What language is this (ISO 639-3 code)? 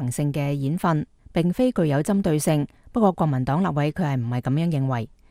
yue